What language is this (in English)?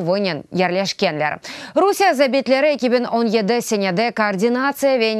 Crimean Tatar